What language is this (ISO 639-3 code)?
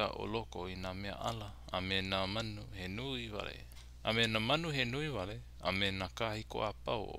haw